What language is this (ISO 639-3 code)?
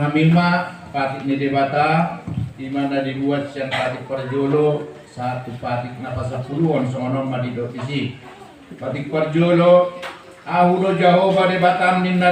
bbc